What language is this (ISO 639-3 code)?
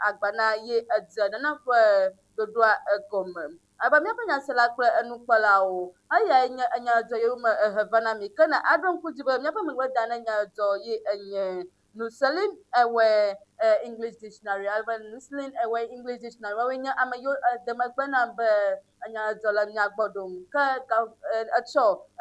ewe